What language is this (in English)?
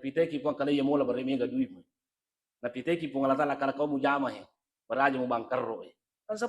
Buginese